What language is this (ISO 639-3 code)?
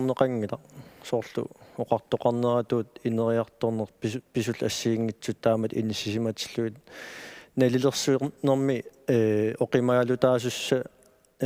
kal